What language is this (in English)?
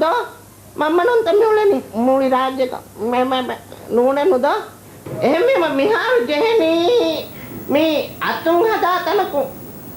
Divehi